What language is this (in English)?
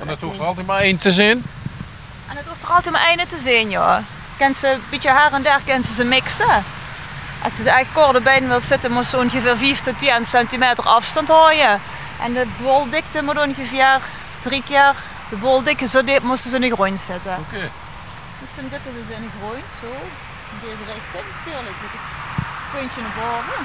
Limburgish